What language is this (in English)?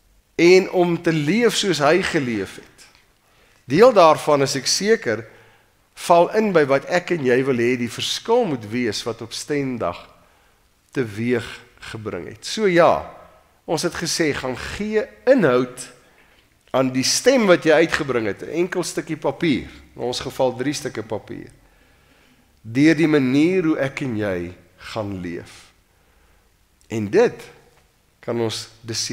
Afrikaans